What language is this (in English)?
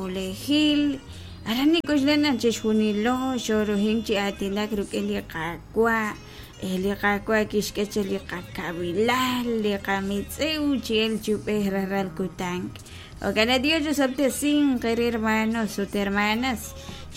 Kekchí